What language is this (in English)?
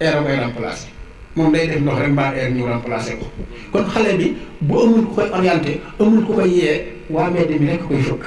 Wolof